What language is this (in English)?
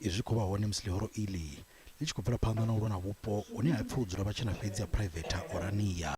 Venda